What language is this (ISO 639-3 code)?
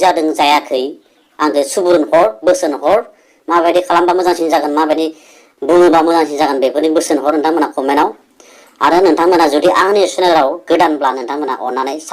brx